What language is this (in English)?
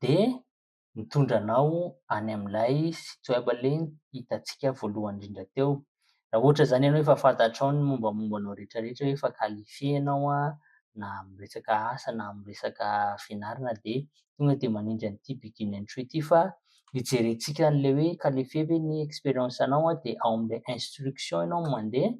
Malagasy